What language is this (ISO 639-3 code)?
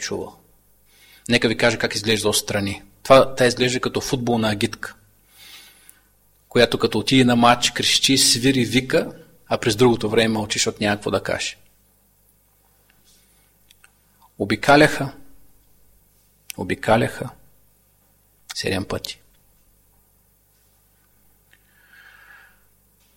bul